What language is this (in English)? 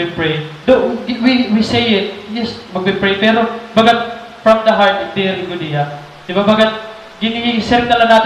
Waray